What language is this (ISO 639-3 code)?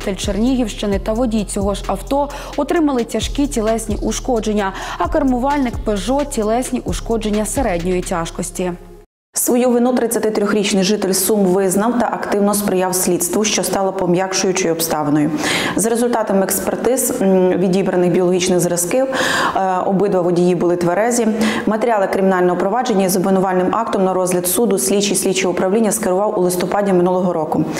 ukr